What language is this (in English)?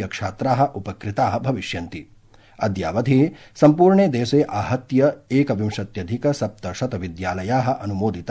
Sanskrit